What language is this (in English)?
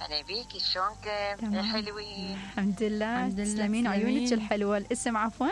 Mesopotamian Arabic